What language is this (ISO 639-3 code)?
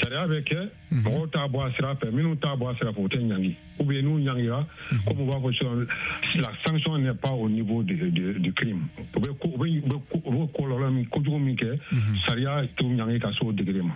bam